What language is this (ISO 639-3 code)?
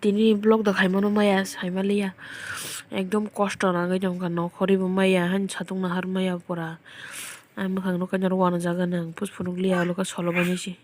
trp